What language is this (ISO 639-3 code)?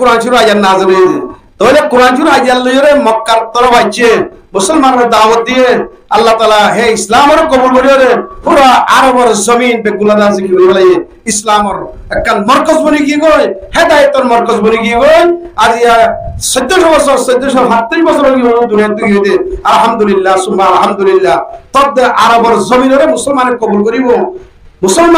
rhg